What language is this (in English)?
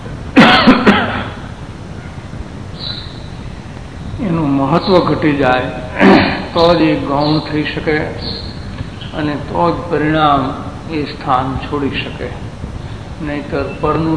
Gujarati